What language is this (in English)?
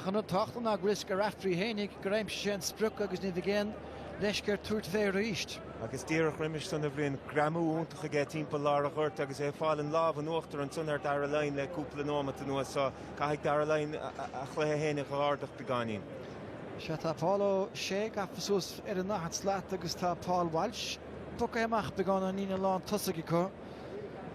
Irish